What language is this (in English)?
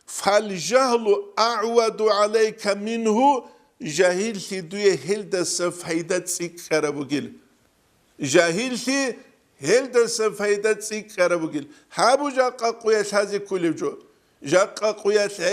Avaric